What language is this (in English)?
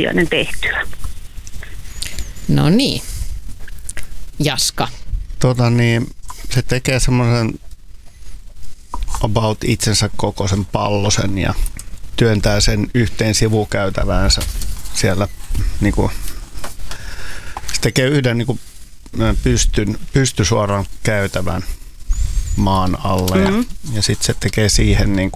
Finnish